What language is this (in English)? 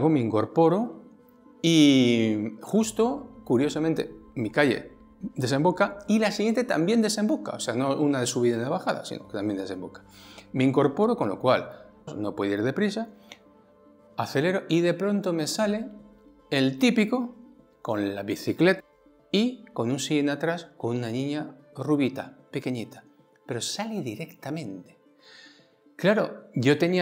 Spanish